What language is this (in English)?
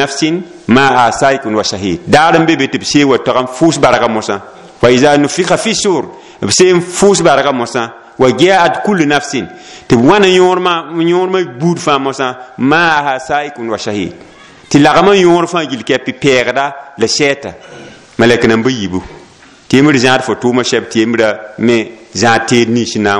Mossi